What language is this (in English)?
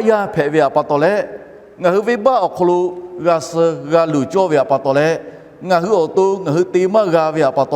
Lahu